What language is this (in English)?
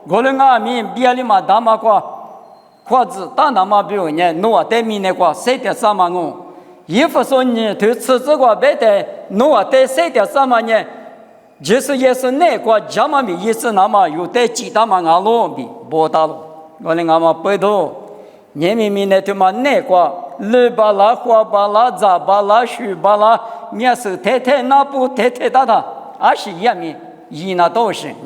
Lisu